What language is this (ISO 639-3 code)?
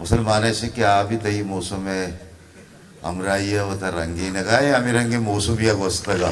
bgp